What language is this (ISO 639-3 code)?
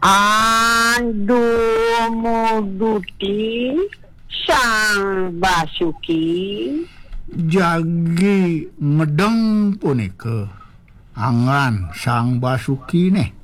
ban